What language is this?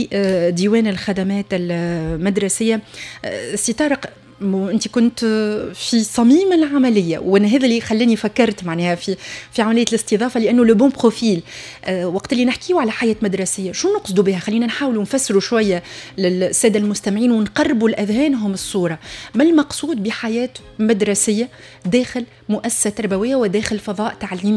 Tunisian Arabic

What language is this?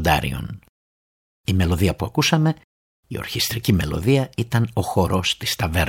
Greek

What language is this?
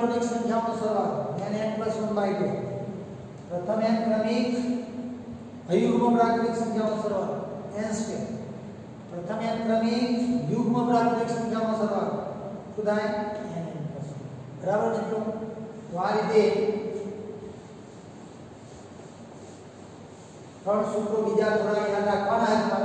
Gujarati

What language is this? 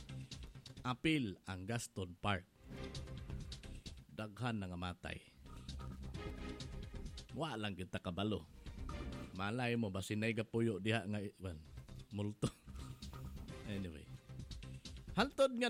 Cebuano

